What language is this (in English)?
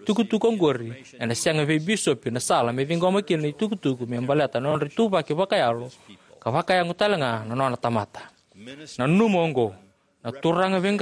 Fijian